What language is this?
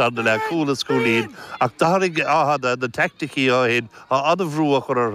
Irish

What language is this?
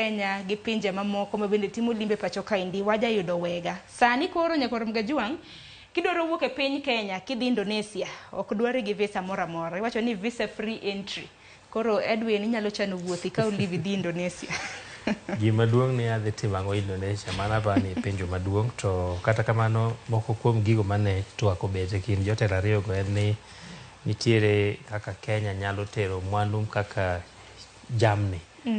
Luo (Kenya and Tanzania)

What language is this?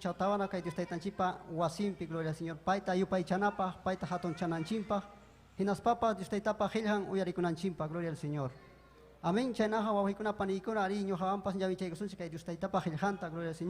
Ayacucho Quechua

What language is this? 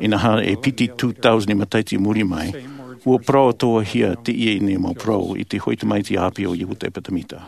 Tahitian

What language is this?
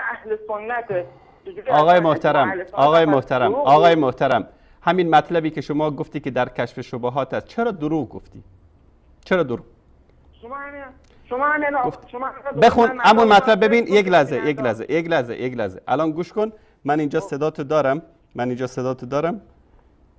Persian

